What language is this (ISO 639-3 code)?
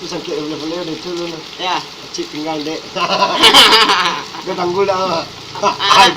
min